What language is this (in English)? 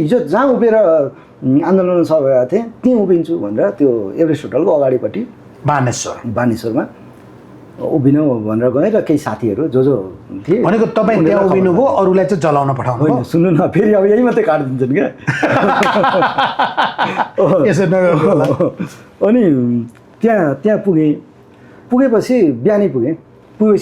Nepali